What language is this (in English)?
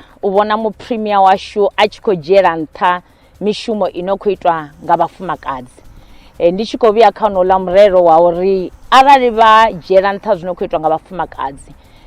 Venda